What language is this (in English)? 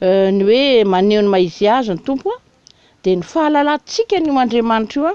Malagasy